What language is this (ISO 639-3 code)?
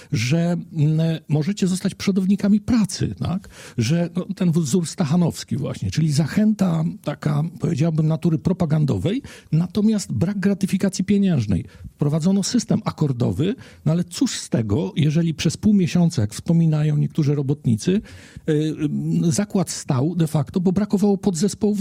pol